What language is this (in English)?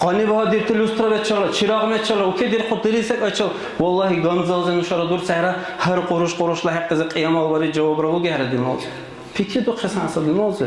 Dargwa